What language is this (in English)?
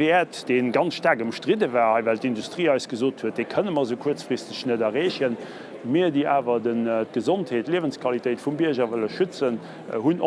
Luxembourgish